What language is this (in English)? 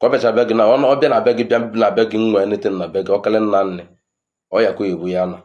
Igbo